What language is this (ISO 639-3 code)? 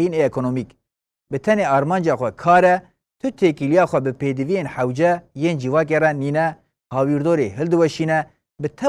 kur